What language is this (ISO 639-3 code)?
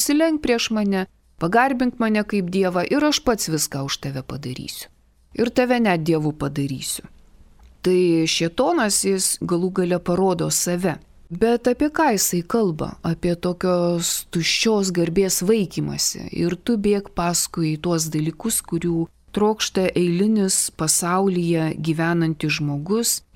lit